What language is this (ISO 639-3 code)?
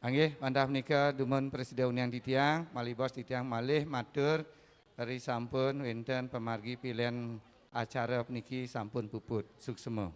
ban